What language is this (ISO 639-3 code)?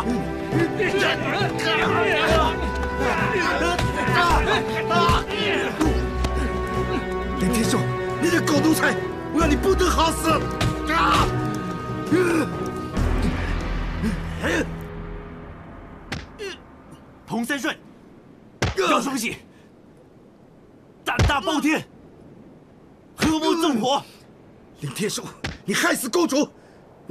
zho